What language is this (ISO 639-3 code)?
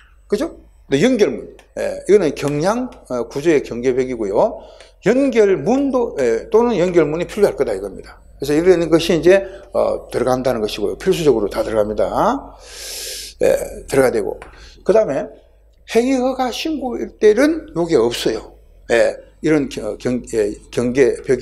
kor